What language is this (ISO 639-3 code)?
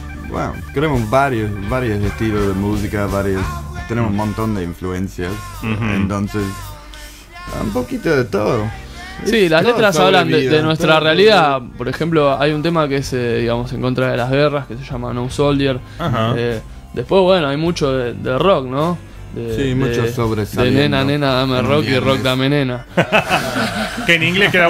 spa